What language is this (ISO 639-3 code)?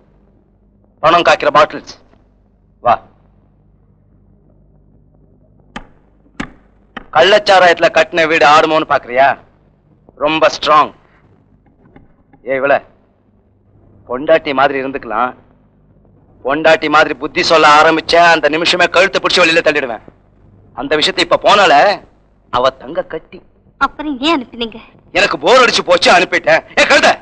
tam